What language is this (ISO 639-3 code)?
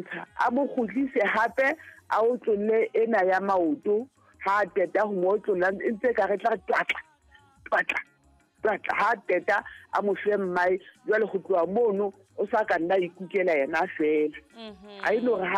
sot